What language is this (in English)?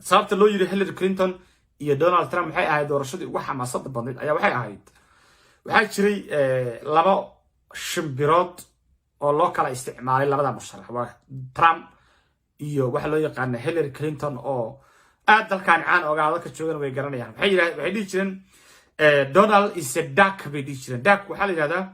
Somali